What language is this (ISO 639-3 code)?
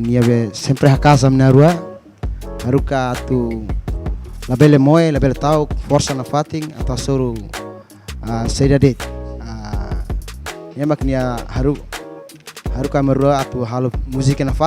tet